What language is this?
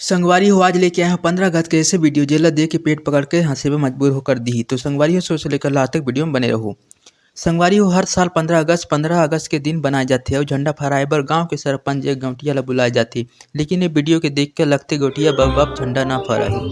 Chhattisgarhi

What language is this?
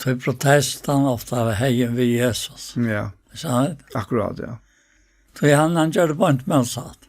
Faroese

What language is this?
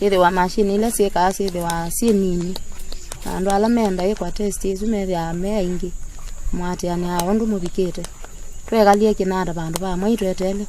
Kamba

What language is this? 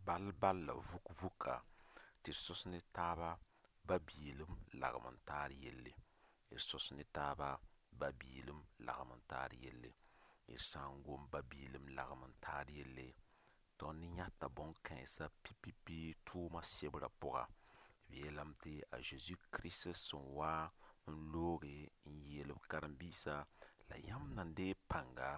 Mossi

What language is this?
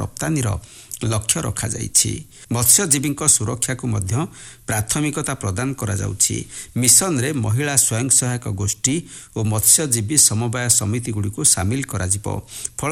Odia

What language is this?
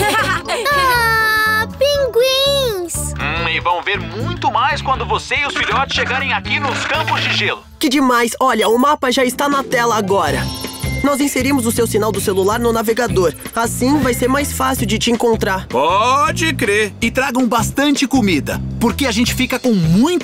Portuguese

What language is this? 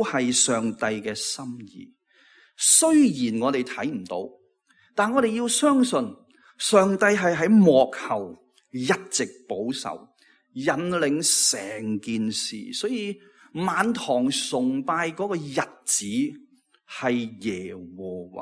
Cantonese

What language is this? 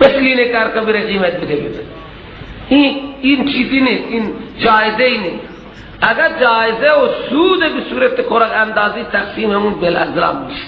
Persian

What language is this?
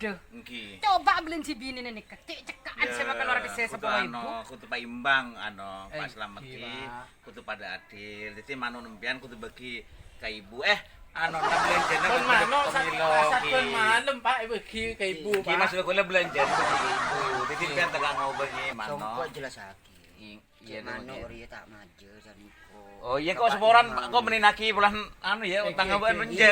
Madurese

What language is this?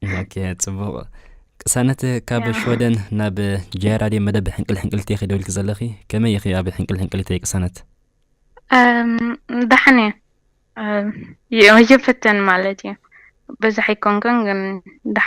Tigrinya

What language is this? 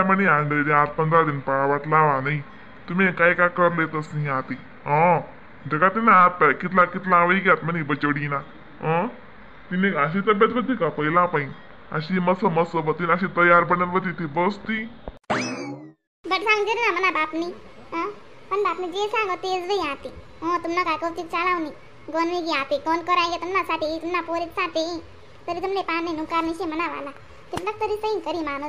Khandesi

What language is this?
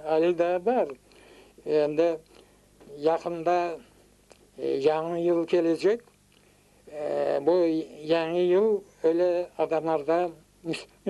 Crimean Tatar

